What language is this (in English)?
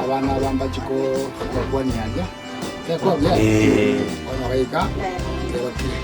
Gusii